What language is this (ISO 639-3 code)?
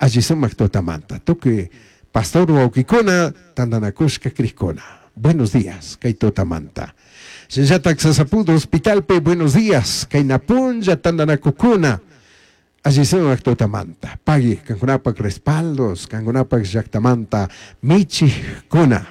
qug